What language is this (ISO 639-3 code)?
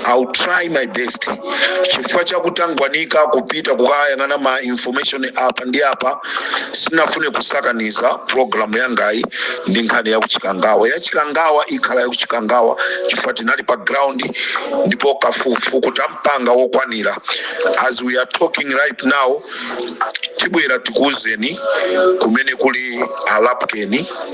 nya